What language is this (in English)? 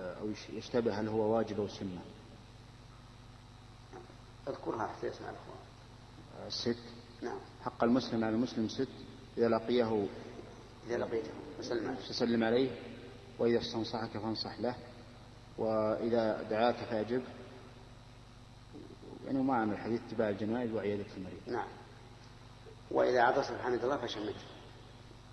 Arabic